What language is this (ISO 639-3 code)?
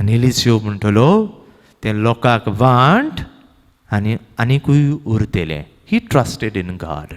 kok